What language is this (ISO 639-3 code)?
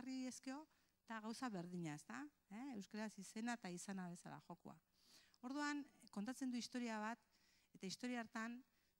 eus